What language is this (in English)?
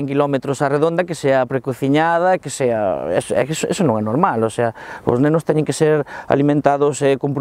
Galician